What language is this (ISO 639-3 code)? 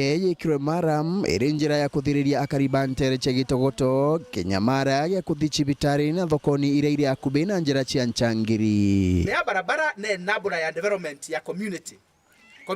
mer